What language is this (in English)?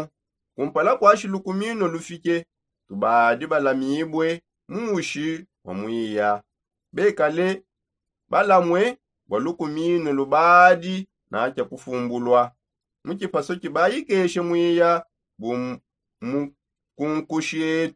Songe